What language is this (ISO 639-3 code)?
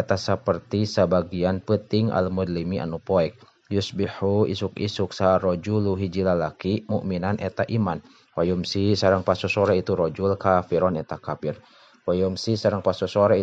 sun